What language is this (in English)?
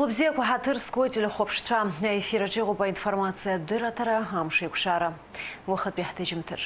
Abkhazian